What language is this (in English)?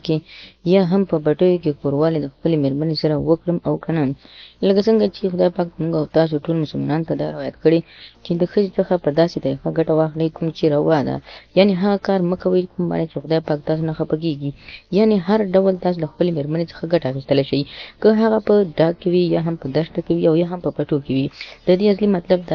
Pashto